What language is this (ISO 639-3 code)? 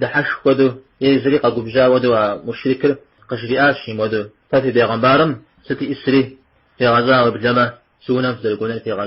kbd